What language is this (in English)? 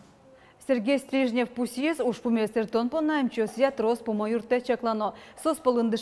Udmurt